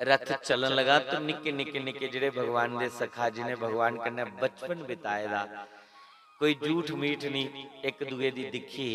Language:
Dogri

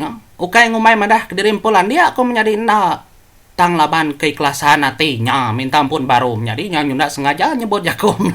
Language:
Iban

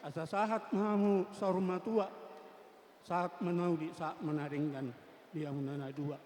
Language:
Batak Toba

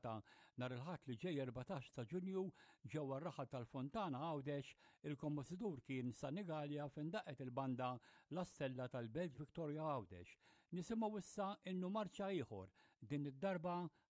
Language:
Maltese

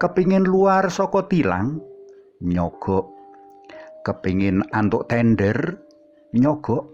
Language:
Javanese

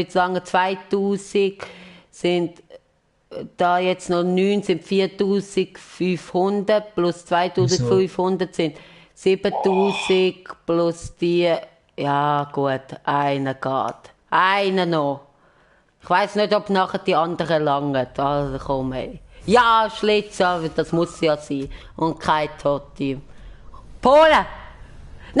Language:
Swiss German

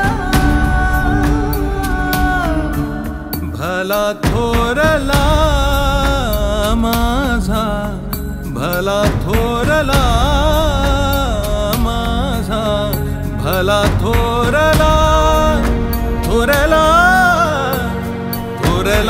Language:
Marathi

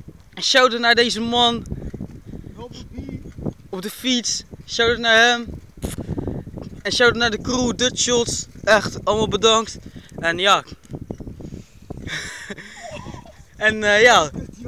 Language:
Dutch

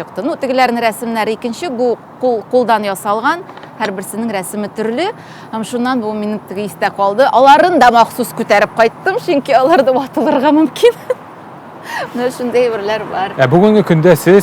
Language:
Tatar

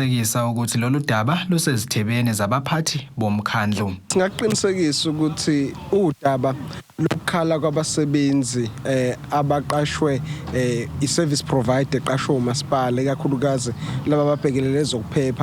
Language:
Zulu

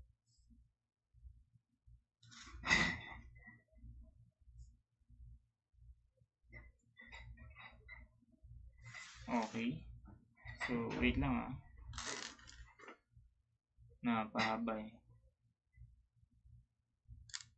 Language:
Filipino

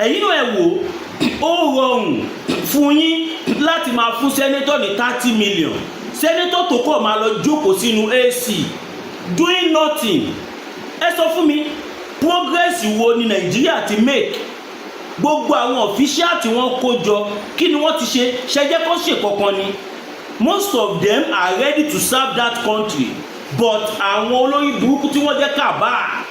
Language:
Yoruba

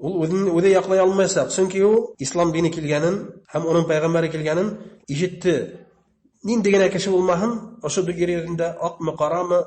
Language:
Bashkir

